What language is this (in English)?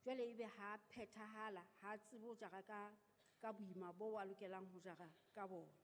Southern Sotho